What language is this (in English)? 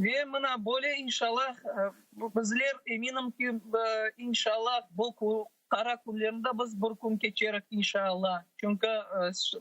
Crimean Tatar